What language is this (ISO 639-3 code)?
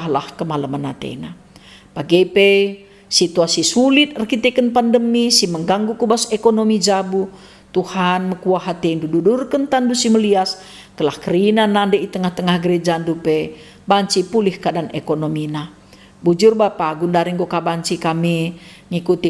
btx